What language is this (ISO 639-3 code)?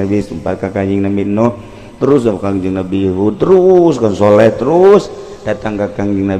sun